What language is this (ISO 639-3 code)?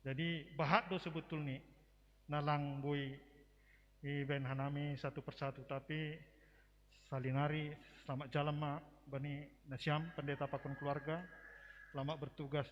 bts